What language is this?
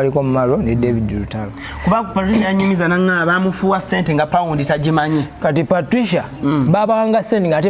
Ganda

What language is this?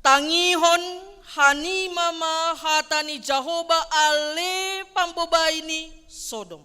Batak Simalungun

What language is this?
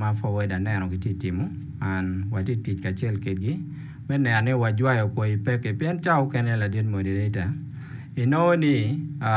Acoli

